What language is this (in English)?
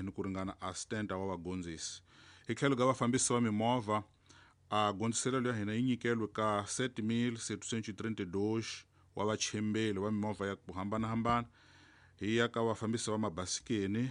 Tsonga